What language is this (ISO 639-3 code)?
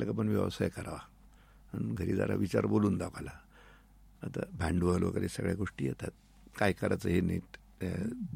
mar